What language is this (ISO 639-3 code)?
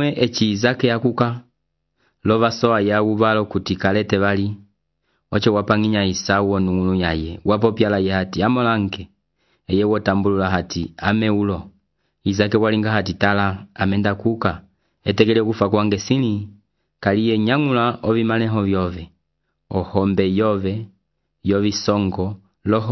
umb